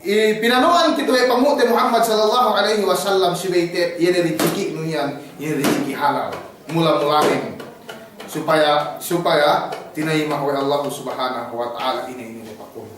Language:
Yakan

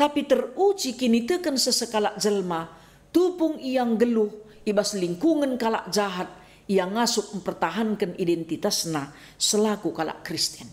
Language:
Batak Karo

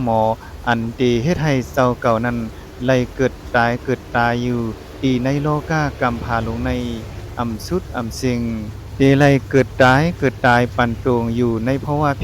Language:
Shan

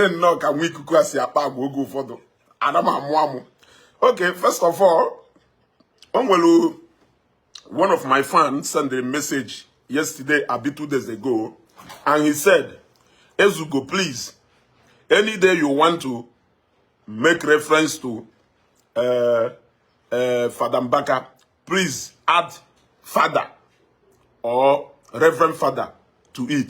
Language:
Igbo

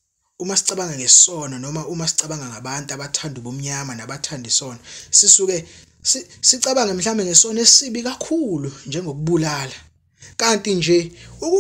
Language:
Zulu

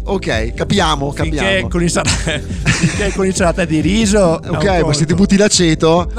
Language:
Italian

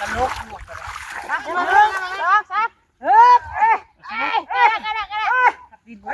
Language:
Northeastern Thai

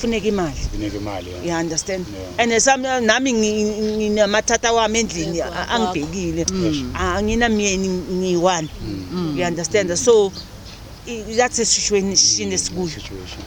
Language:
Zulu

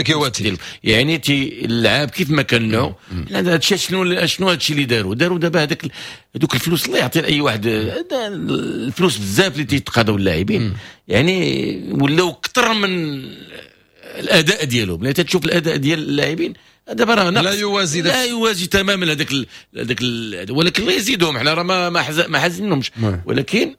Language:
Moroccan Arabic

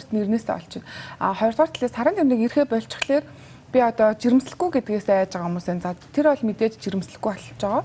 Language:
Mongolian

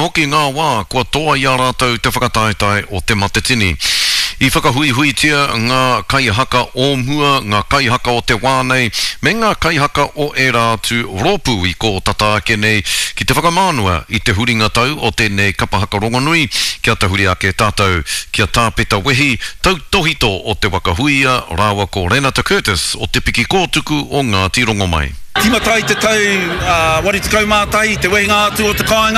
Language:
Māori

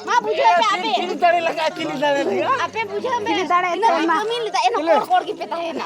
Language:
Santali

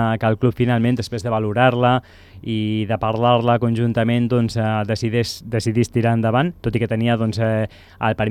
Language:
Catalan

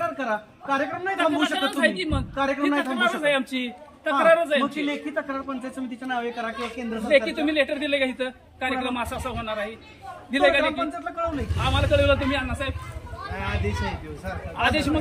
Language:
Marathi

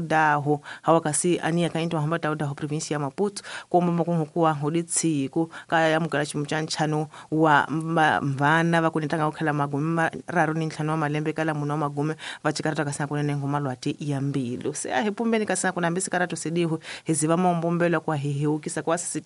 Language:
Tsonga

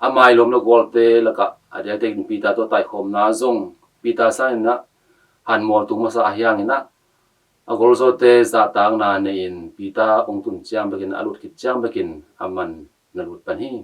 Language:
Tedim Chin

